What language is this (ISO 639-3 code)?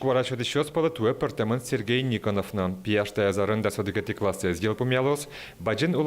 udm